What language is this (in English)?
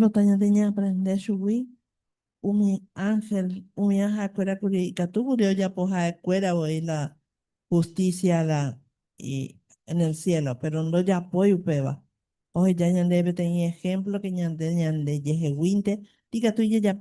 Guarani